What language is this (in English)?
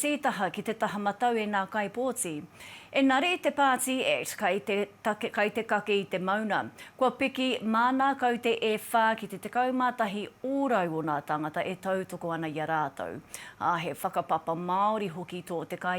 Māori